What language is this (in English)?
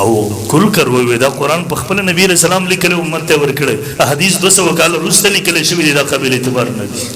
Pashto